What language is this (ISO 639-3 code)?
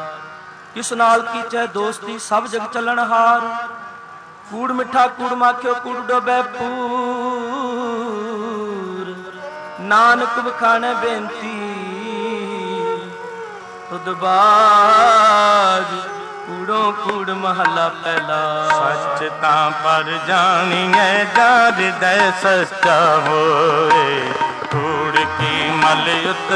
pan